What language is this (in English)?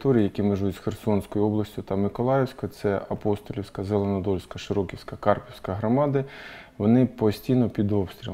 Ukrainian